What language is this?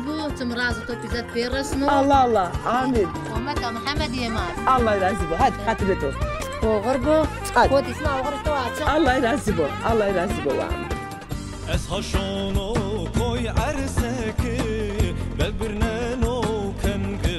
Zaza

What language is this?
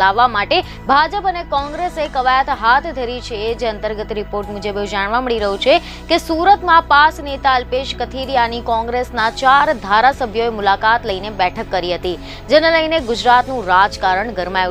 Gujarati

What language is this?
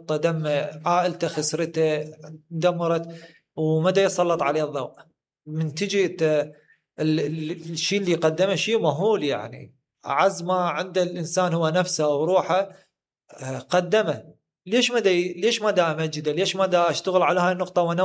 Mesopotamian Arabic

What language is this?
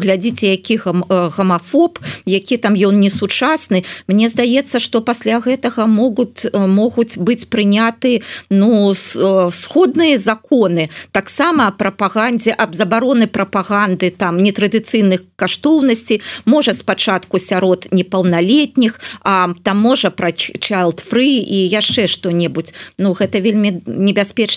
Belarusian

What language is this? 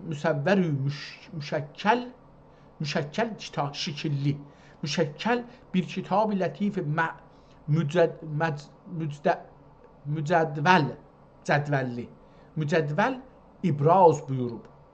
South Azerbaijani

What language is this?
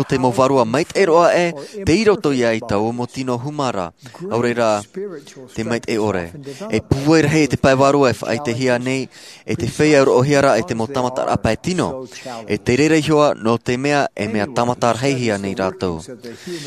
Tahitian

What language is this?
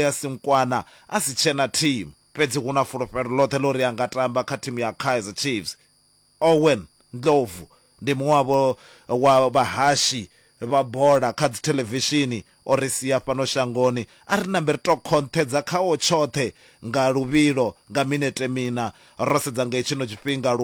Venda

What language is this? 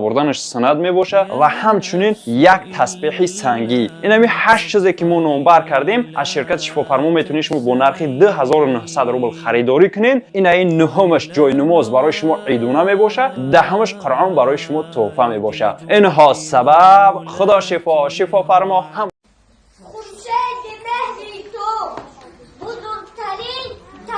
Tajik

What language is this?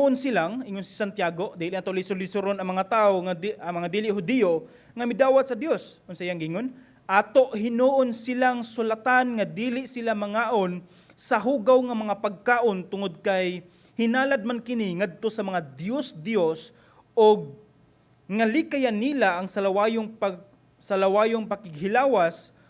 Cebuano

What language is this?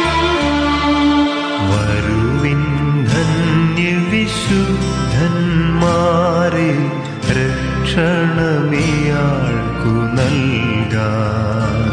Malayalam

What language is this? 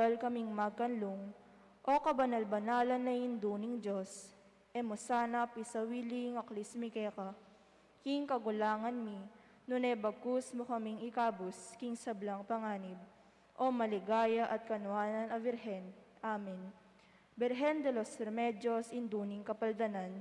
Pampanga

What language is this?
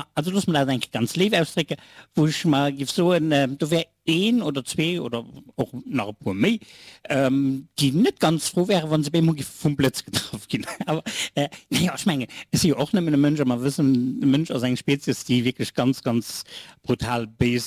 Luxembourgish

